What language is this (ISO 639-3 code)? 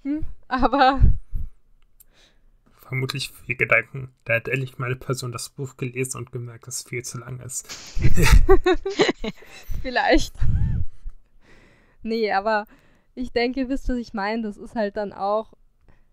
deu